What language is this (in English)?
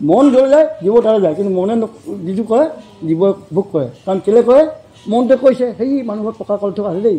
Assamese